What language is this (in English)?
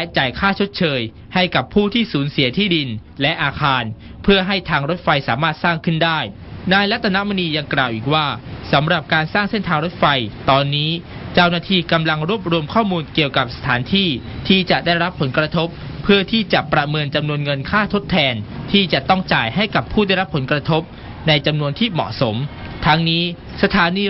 Lao